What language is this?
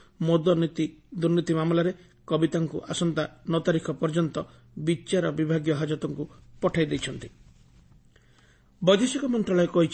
Odia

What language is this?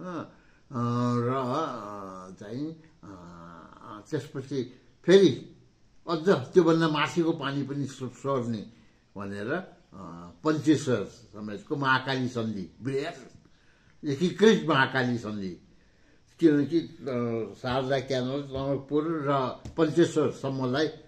Nepali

